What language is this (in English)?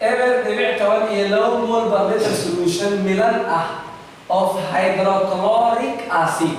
Somali